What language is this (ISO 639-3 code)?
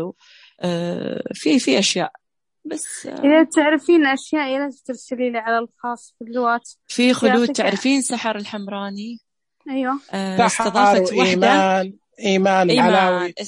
ars